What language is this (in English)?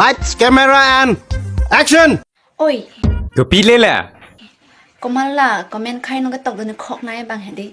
Karbi